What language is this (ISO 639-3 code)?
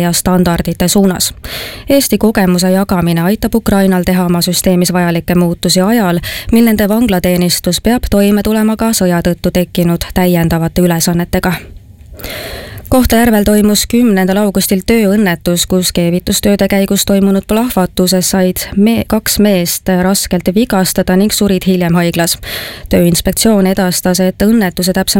est